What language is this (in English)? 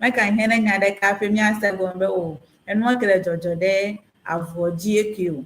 Ewe